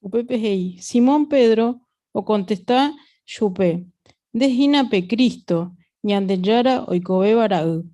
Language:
Guarani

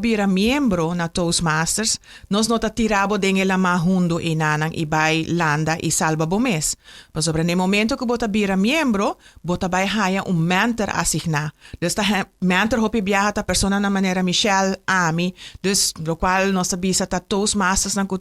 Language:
Papiamento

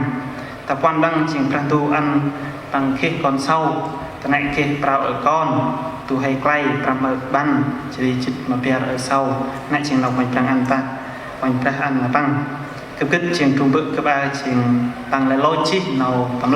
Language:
Central Mnong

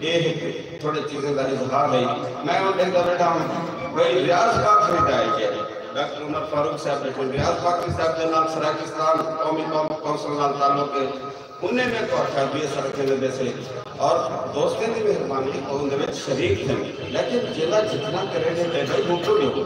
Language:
Saraiki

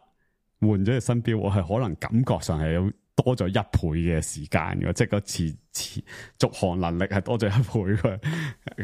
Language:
Cantonese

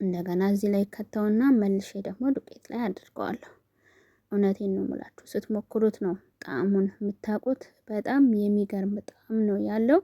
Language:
Amharic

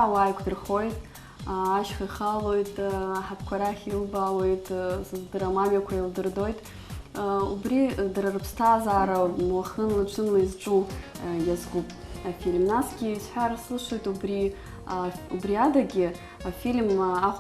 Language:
Abkhazian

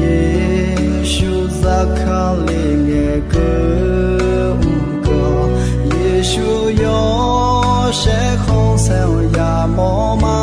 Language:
Akha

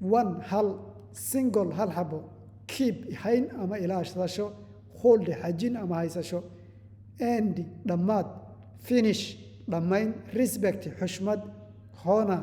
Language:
Somali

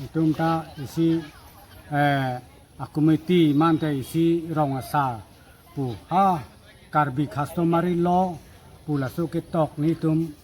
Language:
Karbi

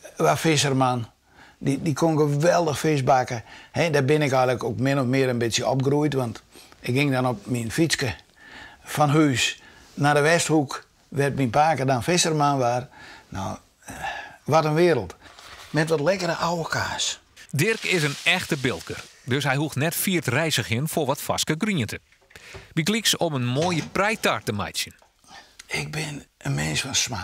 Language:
Western Frisian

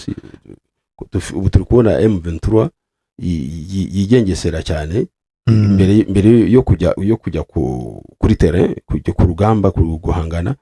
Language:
Kinyarwanda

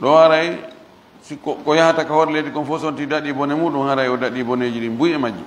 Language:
Fula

